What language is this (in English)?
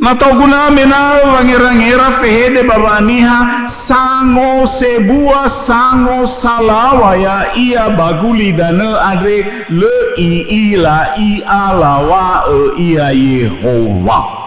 Nias